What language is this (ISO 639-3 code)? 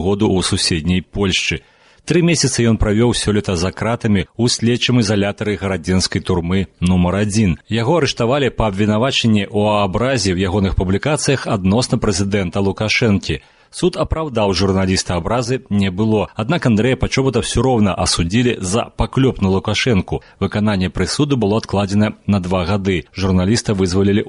bel